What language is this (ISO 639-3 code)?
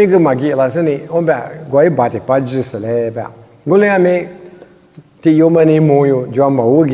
lis